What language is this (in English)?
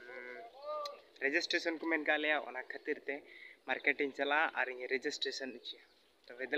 Santali